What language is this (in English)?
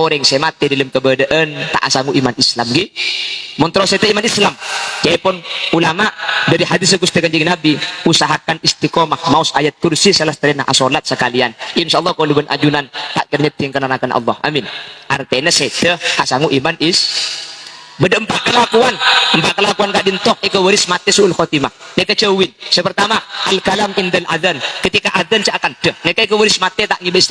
Madurese